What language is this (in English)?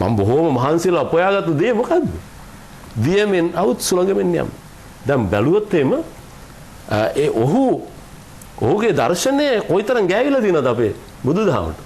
Sinhala